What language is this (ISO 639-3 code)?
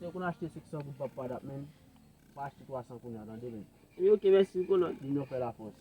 hat